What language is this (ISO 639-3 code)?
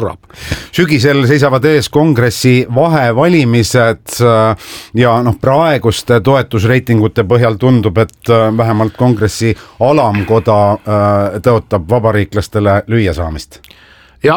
est